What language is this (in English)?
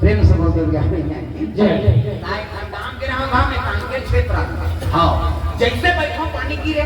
Chhattisgarhi